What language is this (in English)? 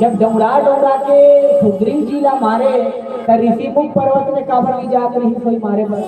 Chhattisgarhi